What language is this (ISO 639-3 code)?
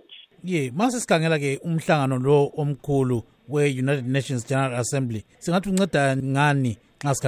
nde